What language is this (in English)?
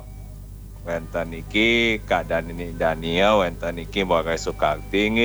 Balinese